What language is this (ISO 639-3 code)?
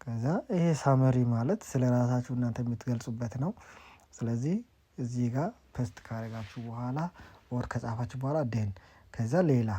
amh